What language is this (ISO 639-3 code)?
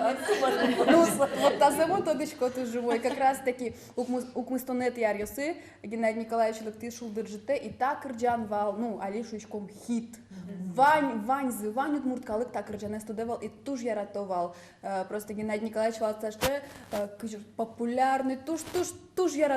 udm